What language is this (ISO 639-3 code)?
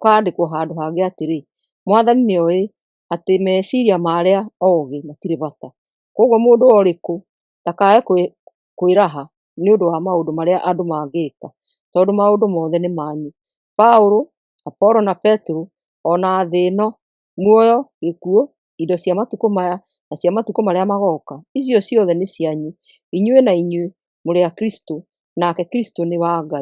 kik